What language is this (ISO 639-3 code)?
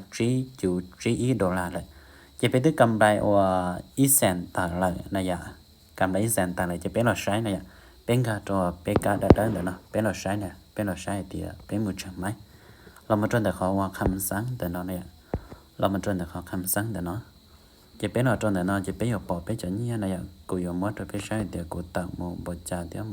hmn